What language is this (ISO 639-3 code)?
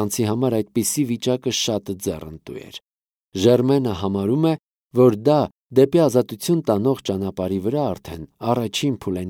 hye